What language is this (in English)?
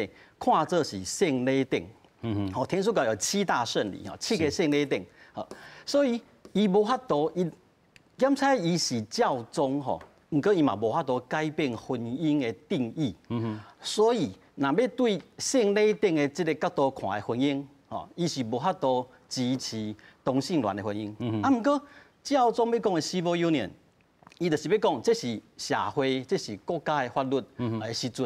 Min Nan Chinese